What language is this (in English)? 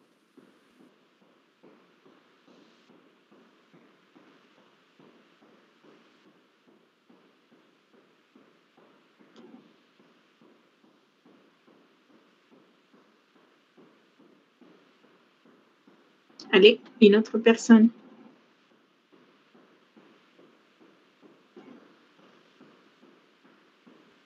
French